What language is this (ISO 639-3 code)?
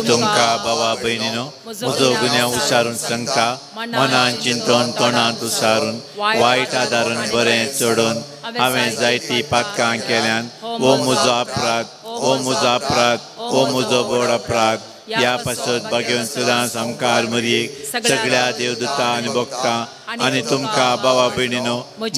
kok